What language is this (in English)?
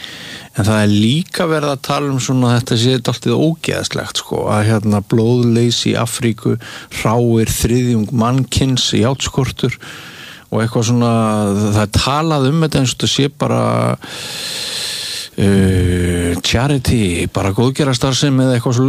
Icelandic